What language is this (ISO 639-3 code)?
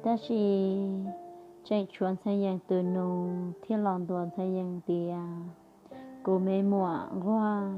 hmn